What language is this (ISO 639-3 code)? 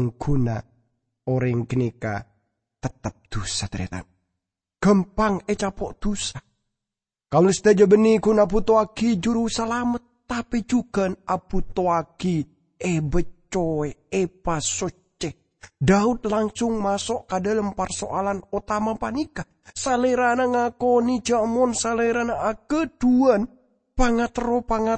mad